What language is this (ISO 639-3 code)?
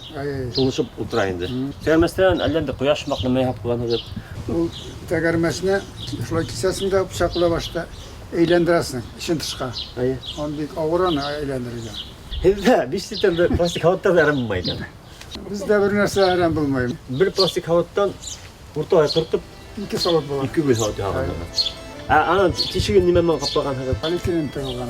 bak